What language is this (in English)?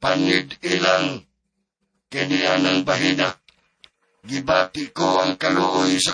Cebuano